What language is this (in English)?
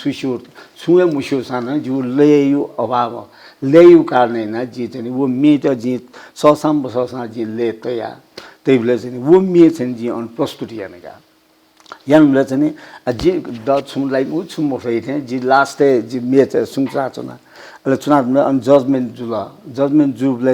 Newari